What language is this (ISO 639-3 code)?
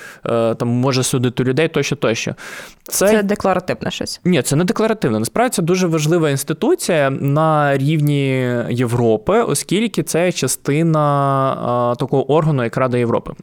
ukr